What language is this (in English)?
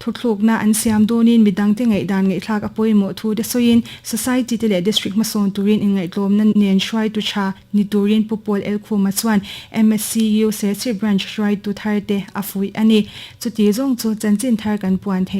Mizo